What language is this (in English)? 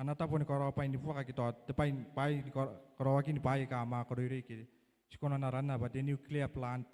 Gilbertese